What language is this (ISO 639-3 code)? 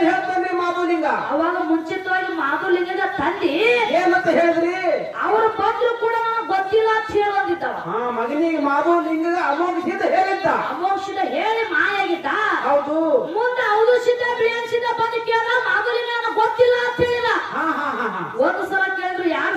kan